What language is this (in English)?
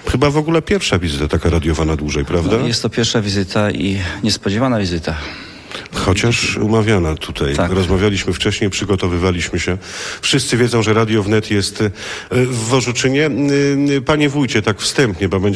Polish